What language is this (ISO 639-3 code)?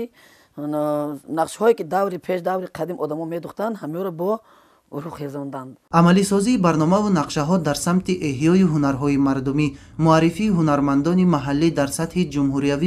tgk